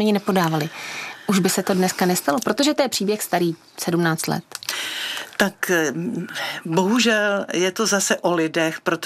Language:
Czech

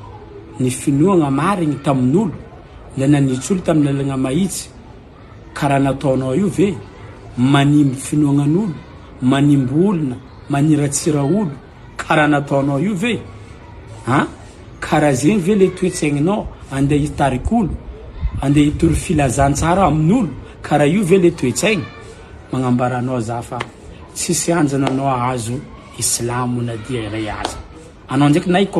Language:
Malagasy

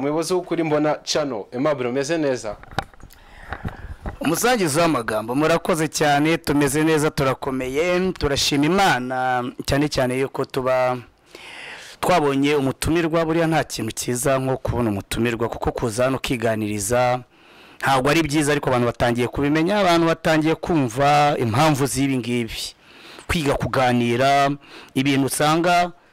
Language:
Kinyarwanda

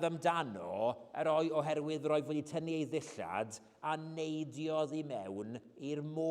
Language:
Welsh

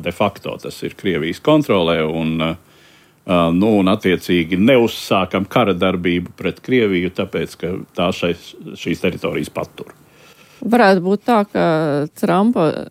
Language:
Latvian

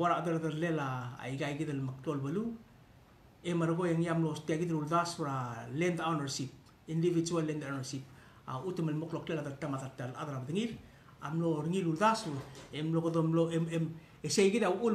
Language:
Palauan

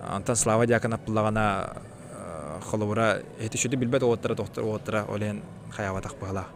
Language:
Yakut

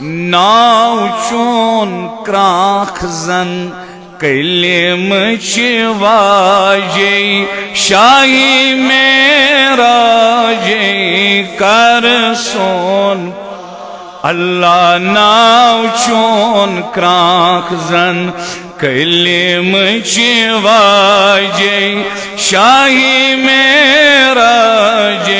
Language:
Kashmiri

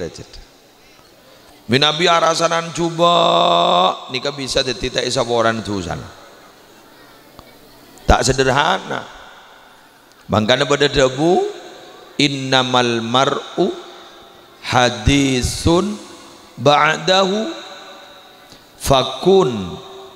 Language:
Madurese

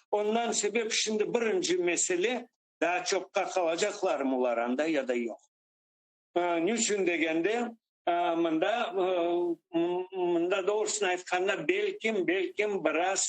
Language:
Crimean Tatar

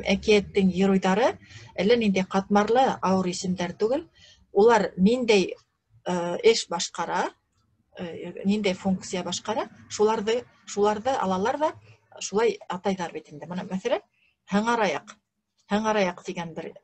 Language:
Bashkir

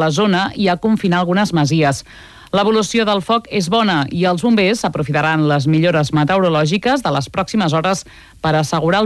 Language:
Catalan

